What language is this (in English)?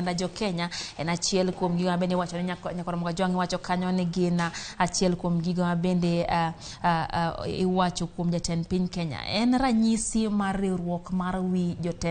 Luo (Kenya and Tanzania)